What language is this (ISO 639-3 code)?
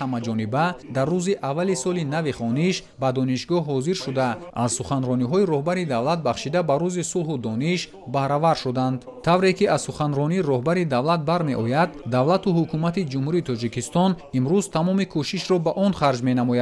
tgk